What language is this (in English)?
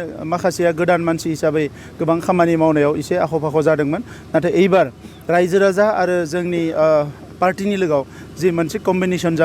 Bodo